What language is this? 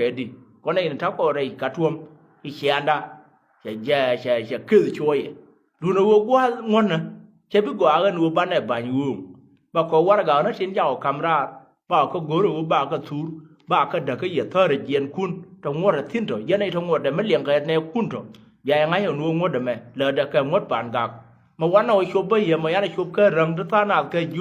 Nuer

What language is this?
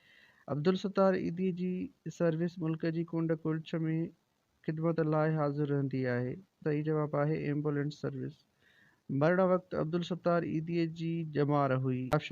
Sindhi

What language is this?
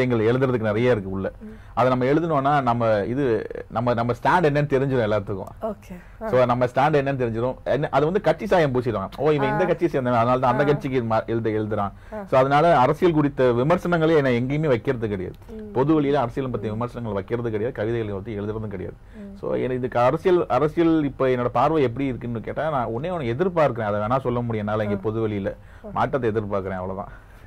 Tamil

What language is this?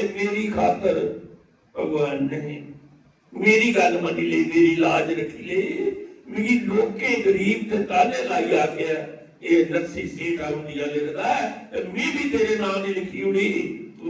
Dogri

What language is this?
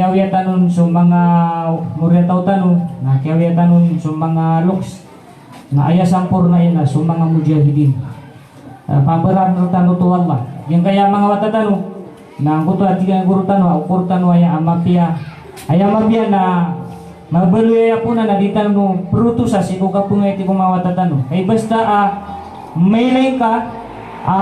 Maranao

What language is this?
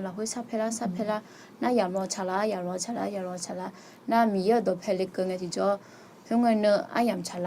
Akha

